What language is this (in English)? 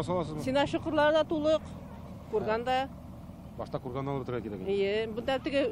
Tatar